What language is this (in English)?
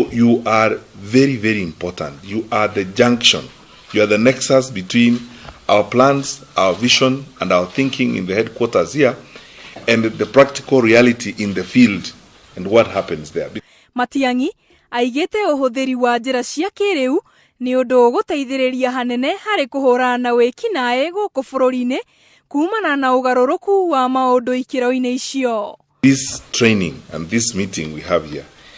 Kikuyu